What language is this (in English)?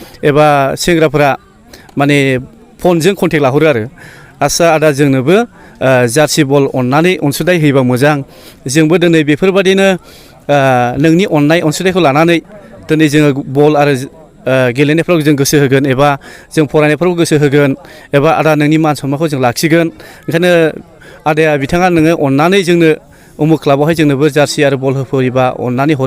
Bodo